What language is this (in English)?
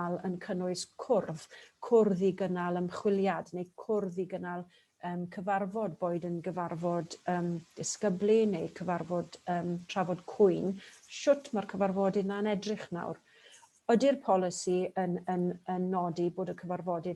Welsh